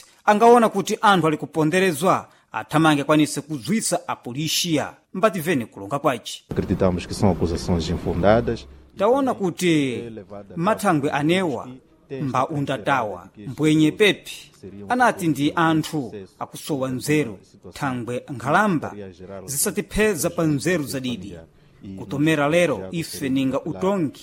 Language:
Sena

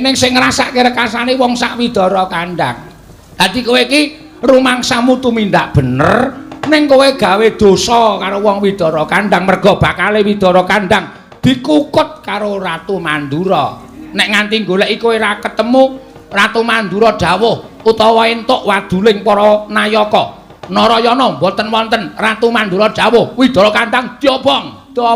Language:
Javanese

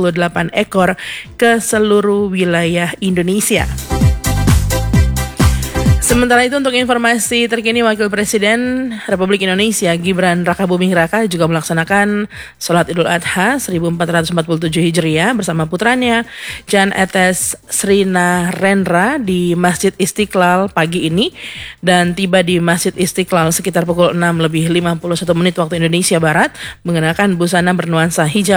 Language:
Indonesian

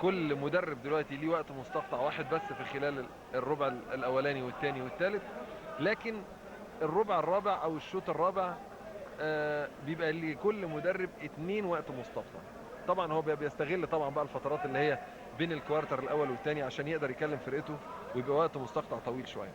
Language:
Egyptian Arabic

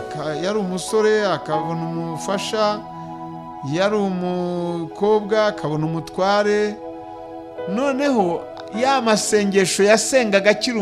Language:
Kinyarwanda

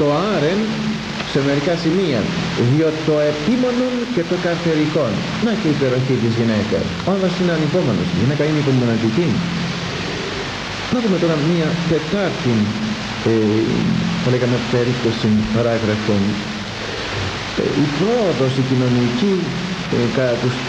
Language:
Greek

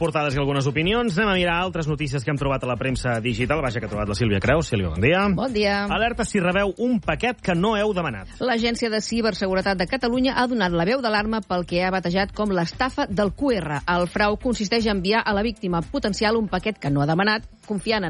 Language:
Catalan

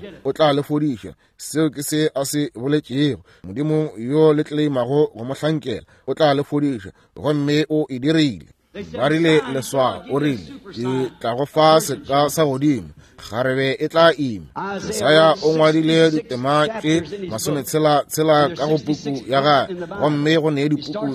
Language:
Northern Sotho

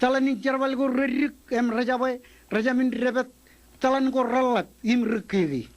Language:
Marshallese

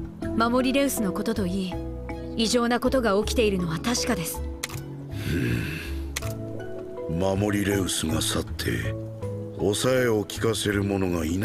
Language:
Japanese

